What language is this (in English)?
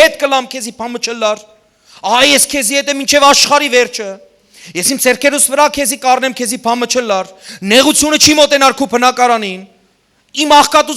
Western Armenian